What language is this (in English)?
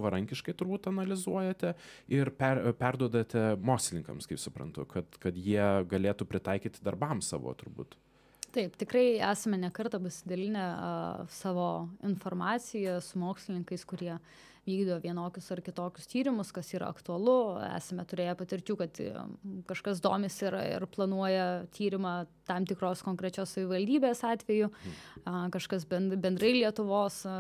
Lithuanian